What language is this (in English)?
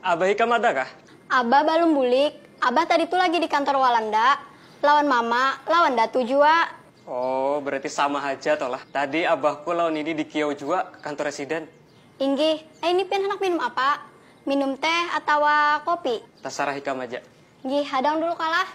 Banjar